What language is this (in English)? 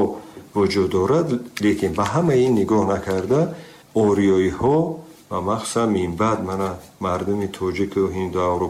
Tajik